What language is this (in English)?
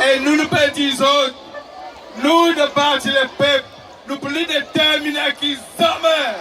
Seselwa Creole French